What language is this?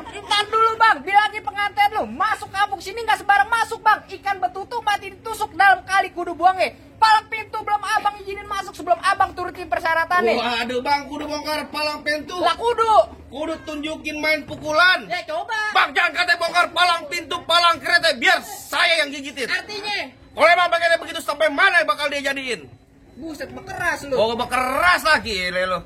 Betawi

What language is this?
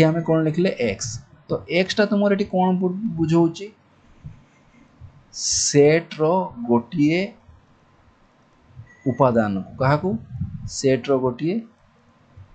Odia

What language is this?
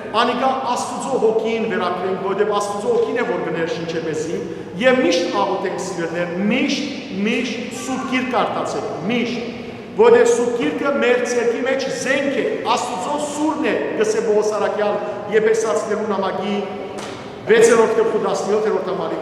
Western Armenian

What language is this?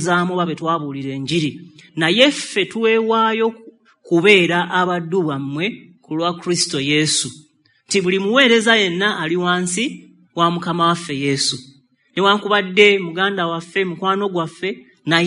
Ganda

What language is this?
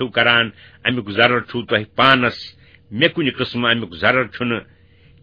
Kashmiri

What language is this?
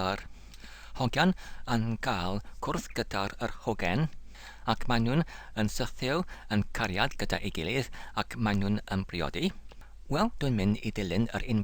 Welsh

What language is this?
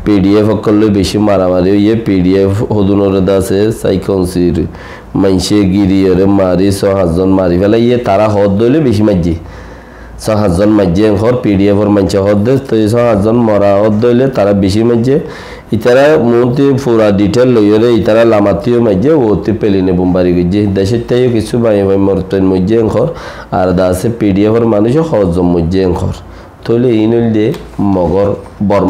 Rohingya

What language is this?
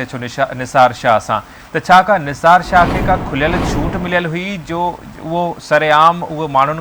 Sindhi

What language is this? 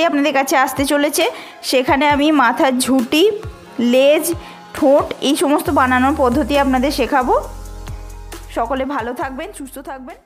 Bangla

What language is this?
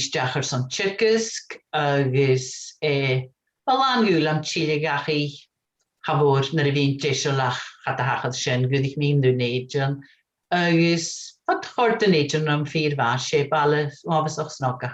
Scottish Gaelic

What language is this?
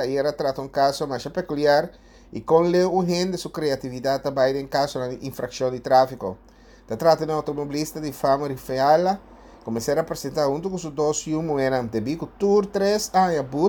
Papiamento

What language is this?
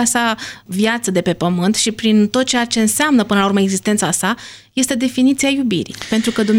Romanian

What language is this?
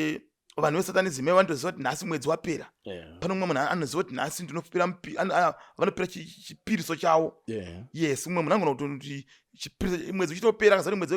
Shona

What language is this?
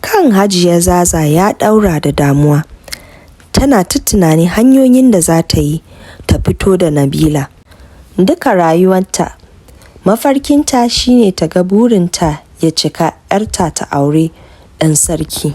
Hausa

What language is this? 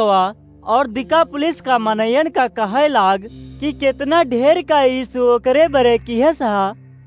Awadhi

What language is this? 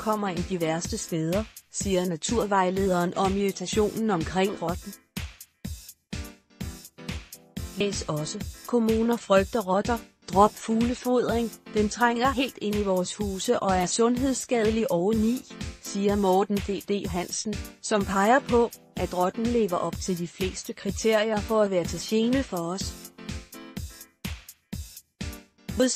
Danish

